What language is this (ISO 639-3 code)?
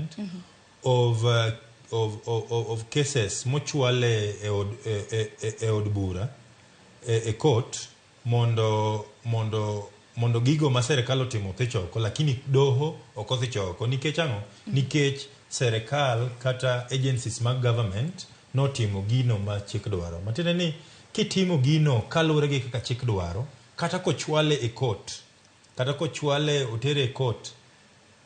luo